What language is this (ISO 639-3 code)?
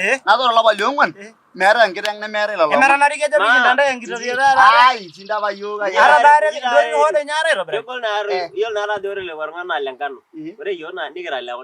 mas